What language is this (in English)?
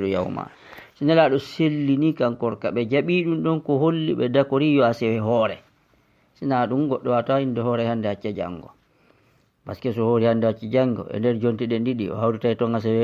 Fula